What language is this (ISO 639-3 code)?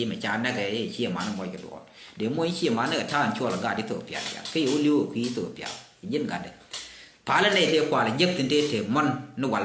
nus